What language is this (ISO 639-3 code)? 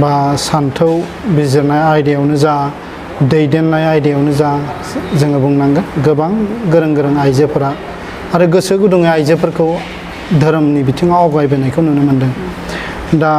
brx